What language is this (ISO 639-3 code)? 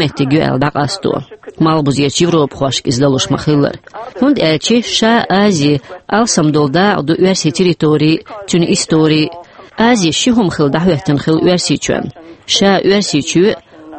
che